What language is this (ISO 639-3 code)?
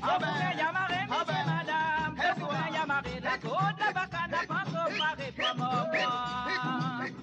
mfe